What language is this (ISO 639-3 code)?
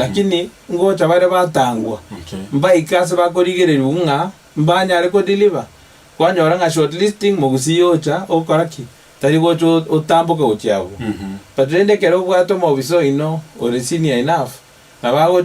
guz